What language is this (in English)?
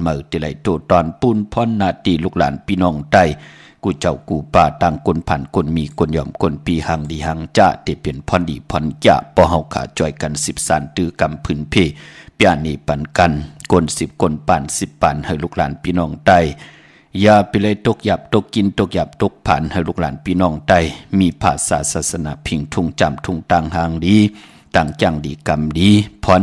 Shan